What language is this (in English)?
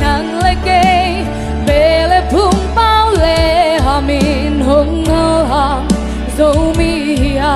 Tedim Chin